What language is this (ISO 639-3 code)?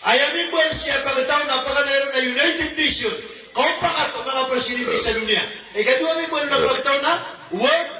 mrw